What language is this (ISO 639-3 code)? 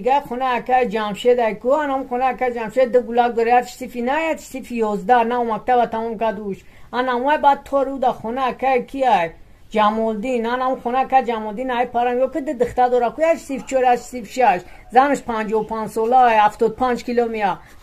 tgk